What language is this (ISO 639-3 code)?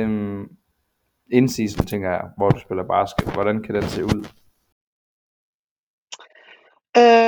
dan